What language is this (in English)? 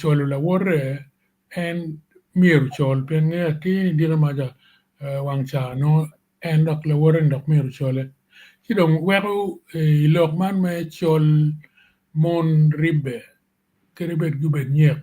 Acoli